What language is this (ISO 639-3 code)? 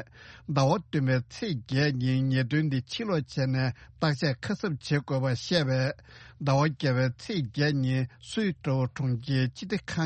bod